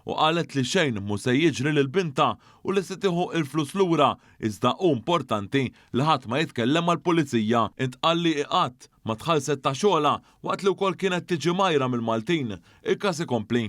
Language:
Maltese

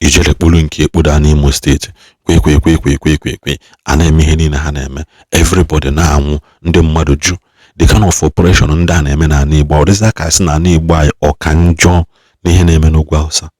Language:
Igbo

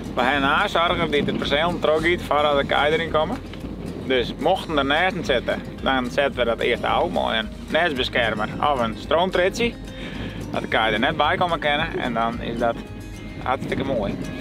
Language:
Western Frisian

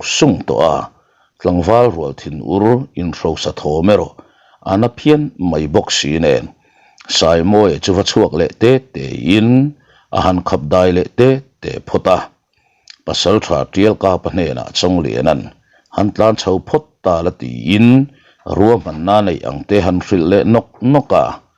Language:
Mizo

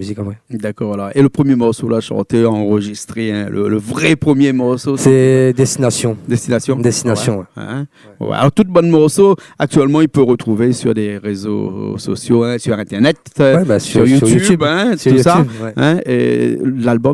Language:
Réunion Creole French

